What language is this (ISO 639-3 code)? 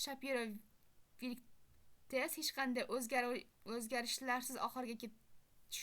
uzb